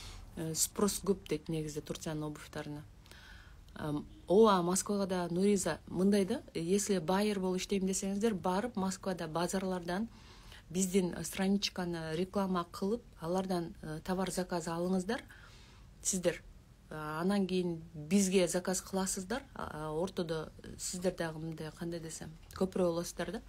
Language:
Kyrgyz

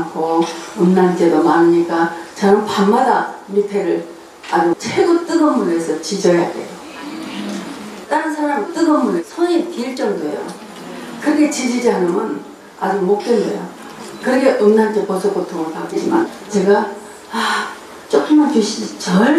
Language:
Korean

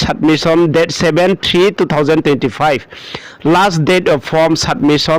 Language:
Riang (India)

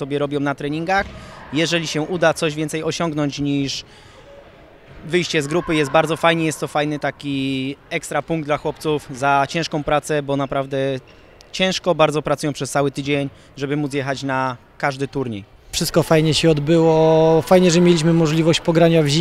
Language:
Polish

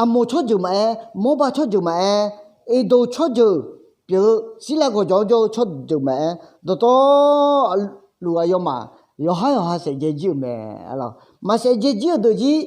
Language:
Akha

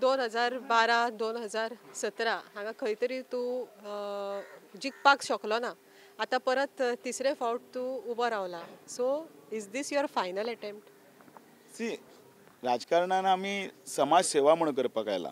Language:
Konkani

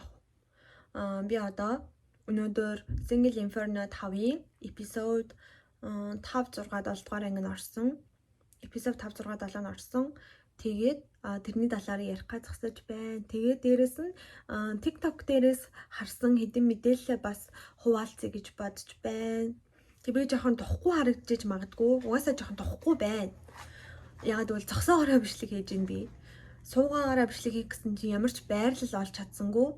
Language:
Mongolian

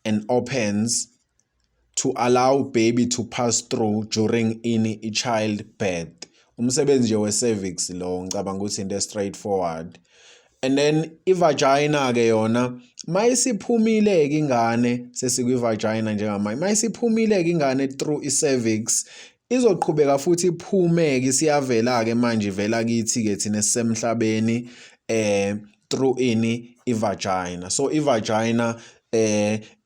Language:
Zulu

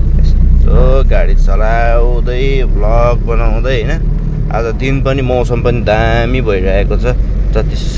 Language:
Nepali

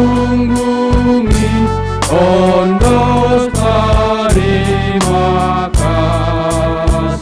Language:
Batak Simalungun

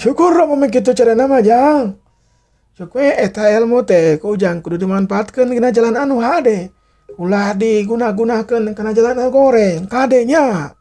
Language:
Sundanese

